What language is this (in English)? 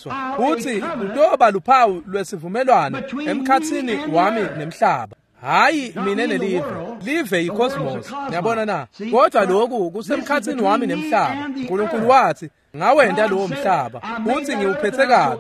Swati